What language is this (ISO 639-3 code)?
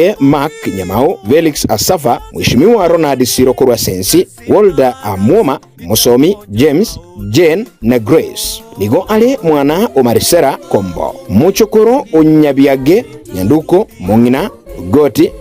guz